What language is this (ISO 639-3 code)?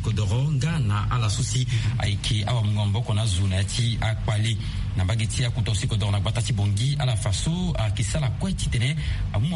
sag